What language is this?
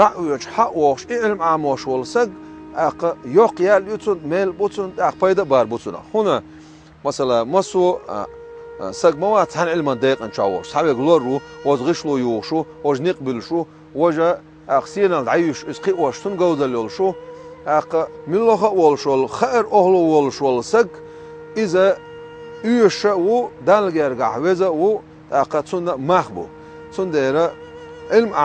Chechen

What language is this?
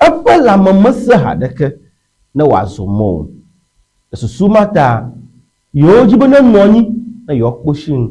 Ewe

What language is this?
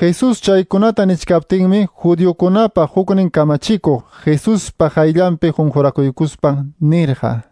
Quechua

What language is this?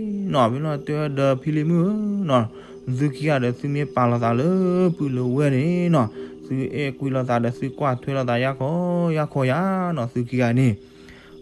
S'gaw Karen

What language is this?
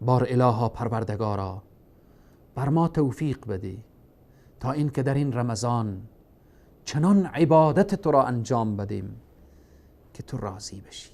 Persian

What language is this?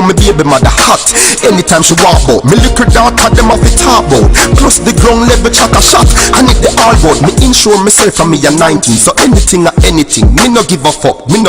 Jamaican Creole English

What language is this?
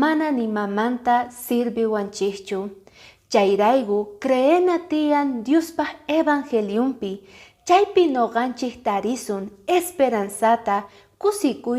Quechua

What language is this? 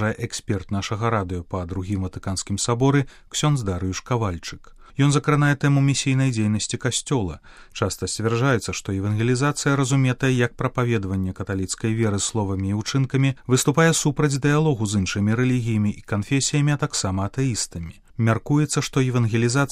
Belarusian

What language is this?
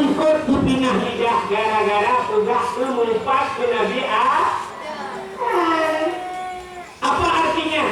Achinese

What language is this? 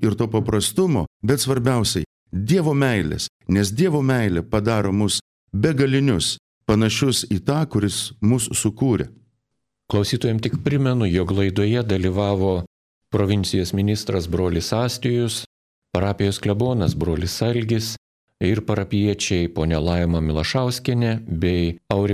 Lithuanian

